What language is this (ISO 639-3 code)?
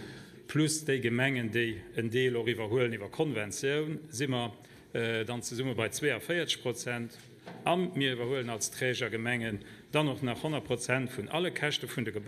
ltz